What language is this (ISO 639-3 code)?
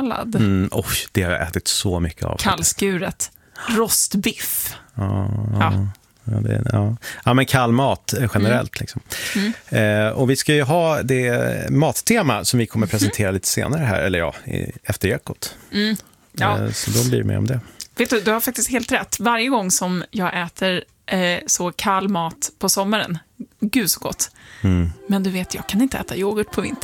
swe